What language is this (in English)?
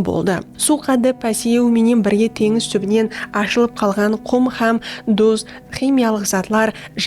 Kara-Kalpak